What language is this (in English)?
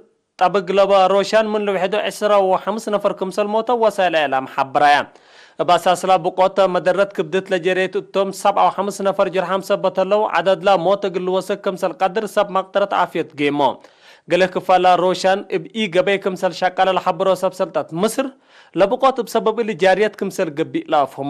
Tigre